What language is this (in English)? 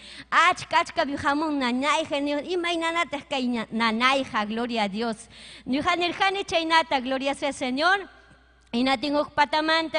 Ayacucho Quechua